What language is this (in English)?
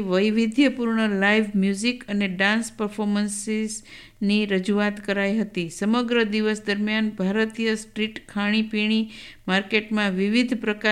Gujarati